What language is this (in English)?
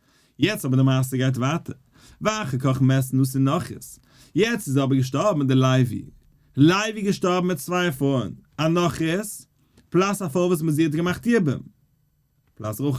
Yiddish